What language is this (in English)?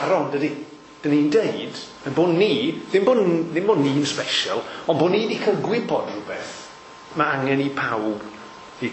Welsh